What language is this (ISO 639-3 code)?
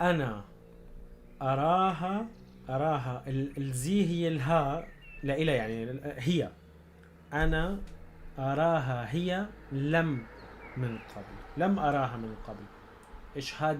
apc